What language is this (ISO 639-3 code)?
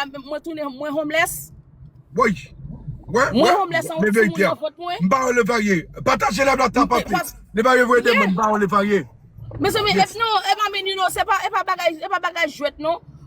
hat